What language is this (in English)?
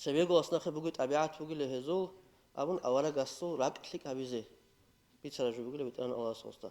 Avaric